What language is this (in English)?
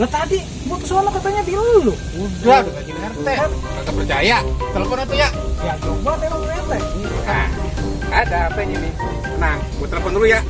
Betawi